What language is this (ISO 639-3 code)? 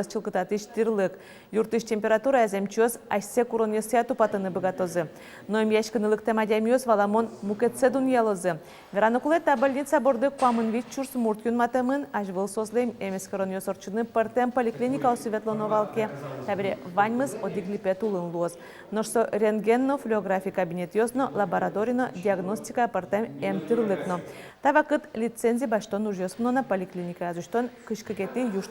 udm